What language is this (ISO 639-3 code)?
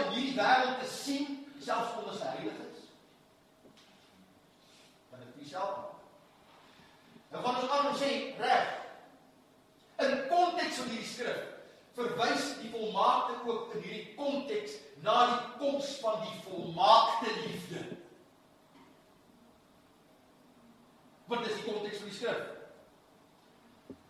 afr